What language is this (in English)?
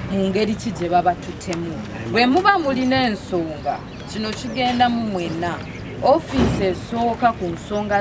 Ganda